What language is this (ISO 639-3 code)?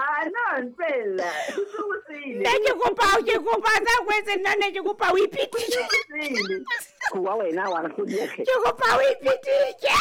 sot